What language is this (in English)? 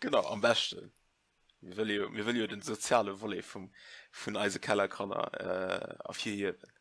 Luxembourgish